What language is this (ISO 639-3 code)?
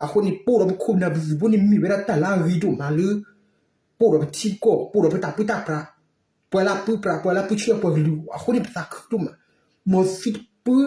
ksw